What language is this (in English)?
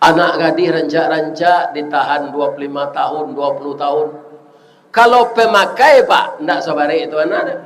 Minangkabau